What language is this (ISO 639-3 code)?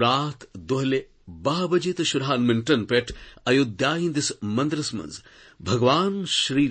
kas